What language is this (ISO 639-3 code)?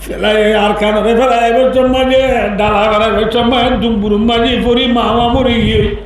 rhg